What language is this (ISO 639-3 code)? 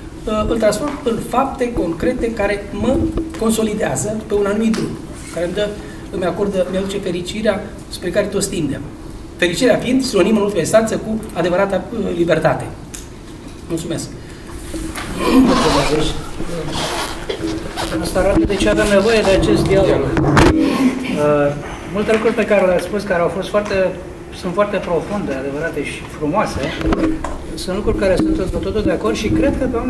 ron